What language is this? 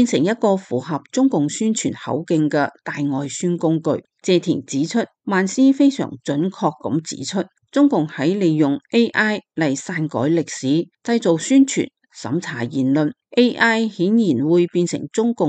Cantonese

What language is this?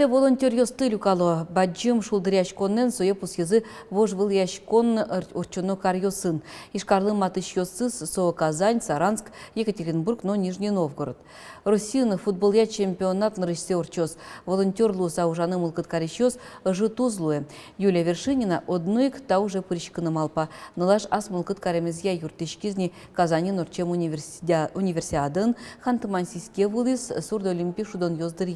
Udmurt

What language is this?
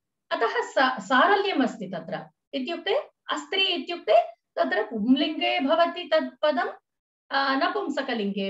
Sanskrit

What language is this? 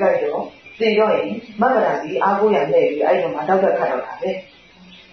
Burmese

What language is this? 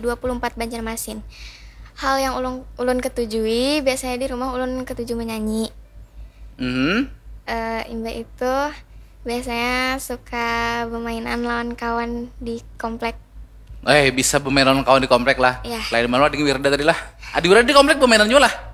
Banjar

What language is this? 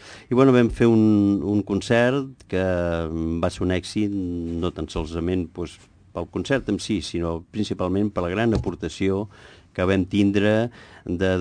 Catalan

